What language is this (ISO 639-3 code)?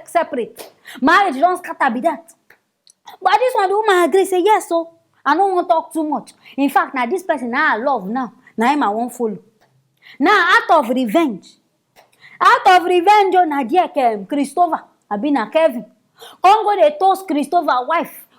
pcm